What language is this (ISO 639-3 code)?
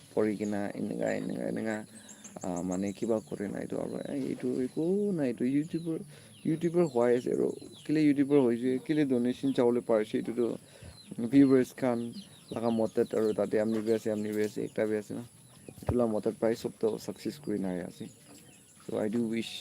nag